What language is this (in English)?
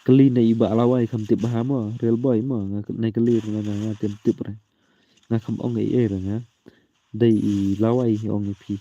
Khasi